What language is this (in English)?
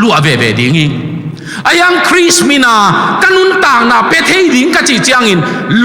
Tedim Chin